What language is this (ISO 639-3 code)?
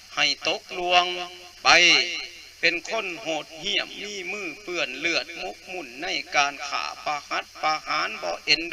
lao